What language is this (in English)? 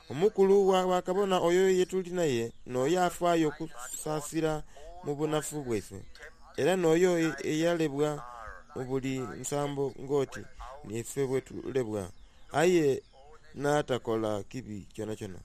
Soga